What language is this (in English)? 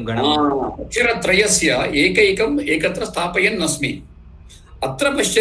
Sanskrit